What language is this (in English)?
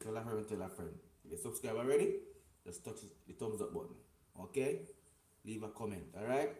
Jamaican Creole English